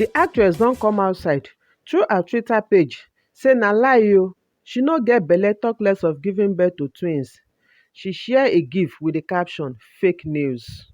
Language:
Nigerian Pidgin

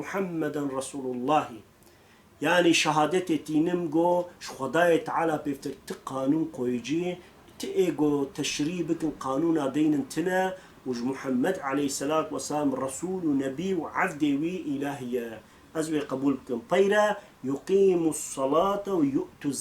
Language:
Kurdish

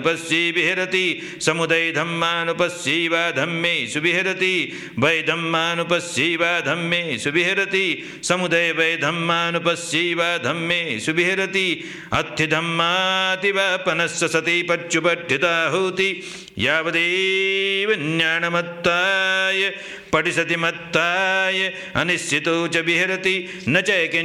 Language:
Pali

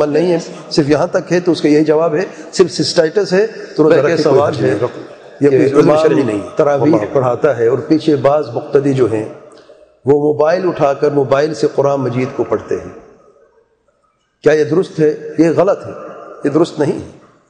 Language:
Urdu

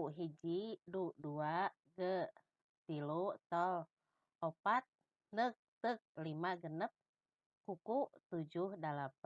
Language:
Sundanese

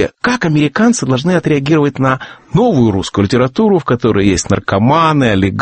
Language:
Russian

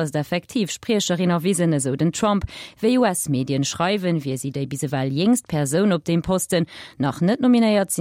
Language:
Luxembourgish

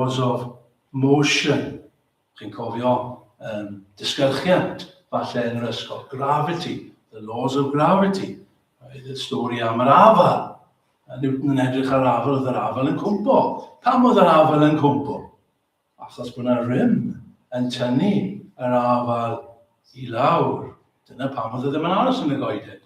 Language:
Welsh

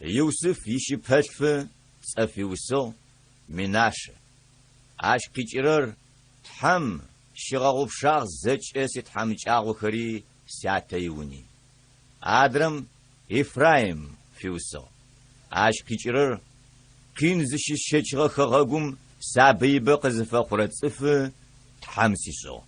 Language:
Adyghe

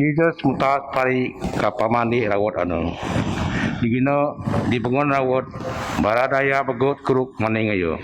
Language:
Biatah Bidayuh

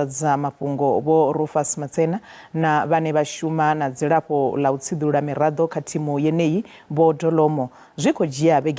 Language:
Venda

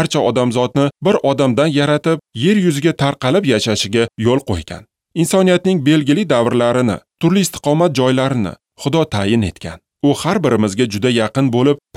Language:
Uzbek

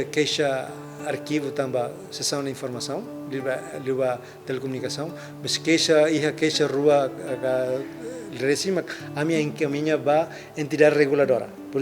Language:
Tetum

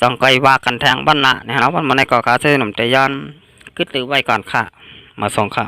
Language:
Shan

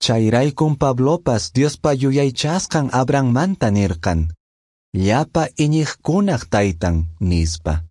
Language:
Quechua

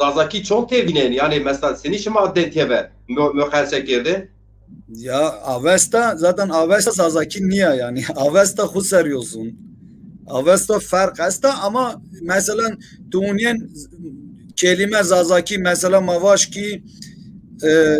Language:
Zaza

